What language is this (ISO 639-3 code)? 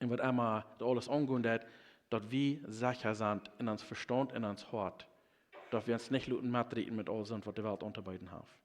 pdt